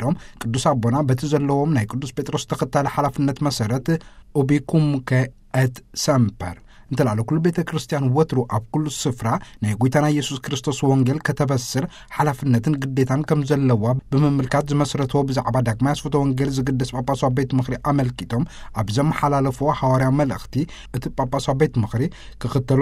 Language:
Tigrinya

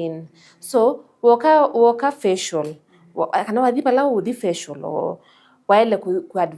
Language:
Kamba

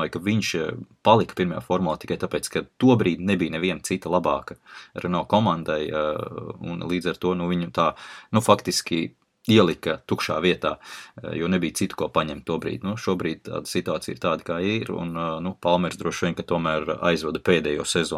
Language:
Latvian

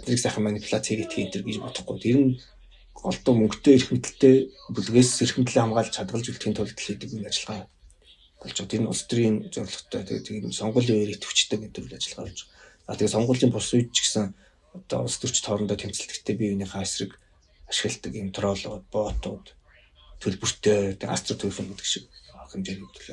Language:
Mongolian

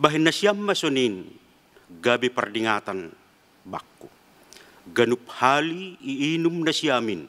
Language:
Batak Simalungun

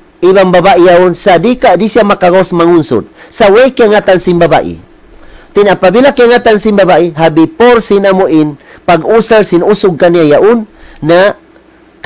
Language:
Tausug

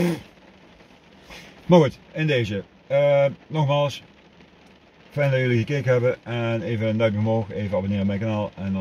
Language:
Dutch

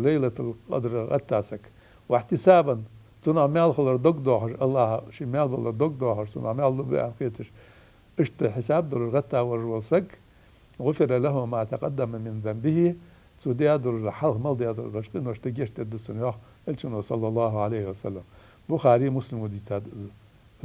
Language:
Ingush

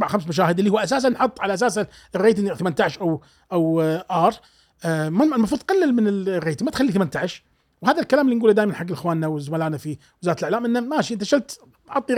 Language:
Gulf Arabic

